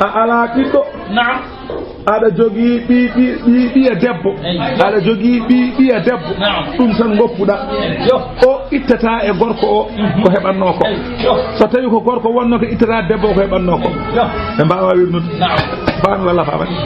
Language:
Fula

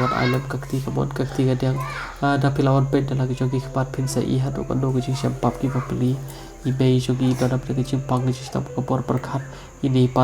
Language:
Khasi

